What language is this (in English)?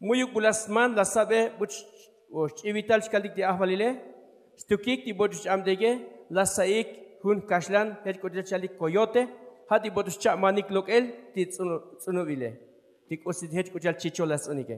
Tzotzil